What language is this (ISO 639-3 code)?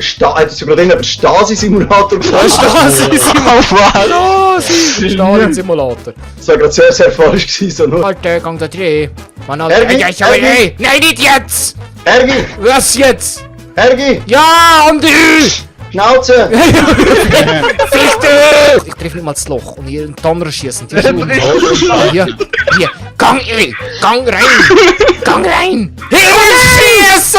gsw